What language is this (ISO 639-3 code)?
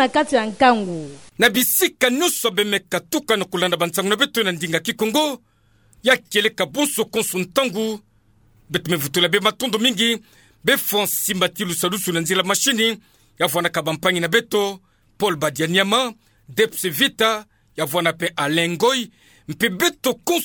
ktu